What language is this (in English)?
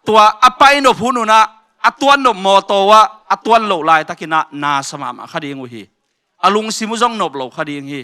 Tedim Chin